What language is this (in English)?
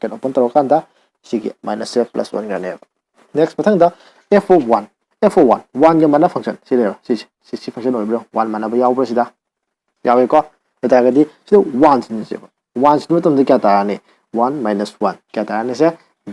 Manipuri